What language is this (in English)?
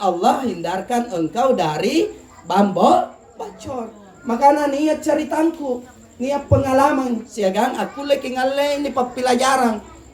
Makasar